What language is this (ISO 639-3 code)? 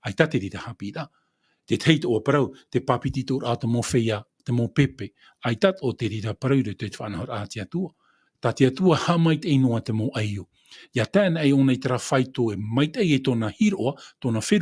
tah